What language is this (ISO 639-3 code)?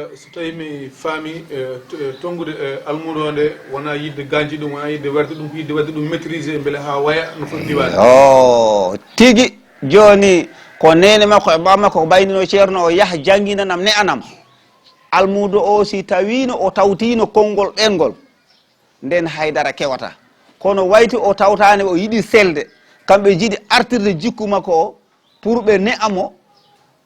ful